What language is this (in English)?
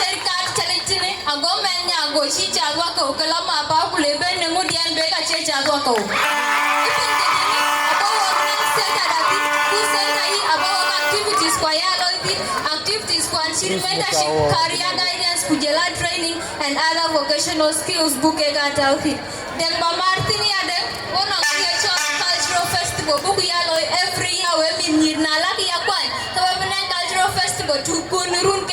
Dinka